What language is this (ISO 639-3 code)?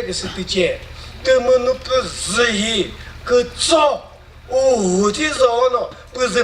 nri